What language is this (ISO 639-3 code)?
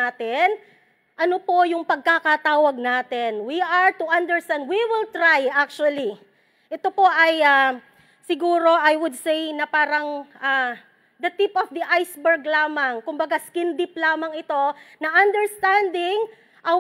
fil